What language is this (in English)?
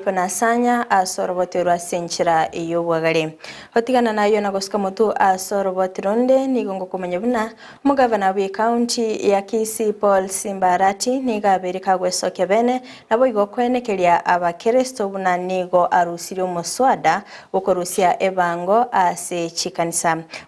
Gusii